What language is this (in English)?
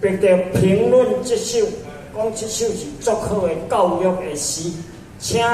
Min Nan Chinese